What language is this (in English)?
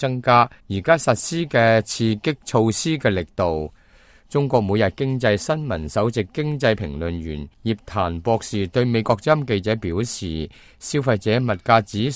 Cantonese